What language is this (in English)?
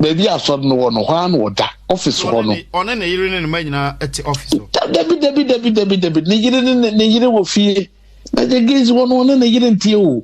Akan